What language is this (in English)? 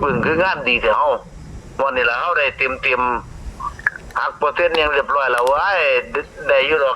Northeastern Thai